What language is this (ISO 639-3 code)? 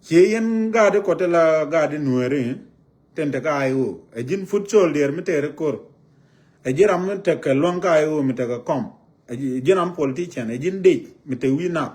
nus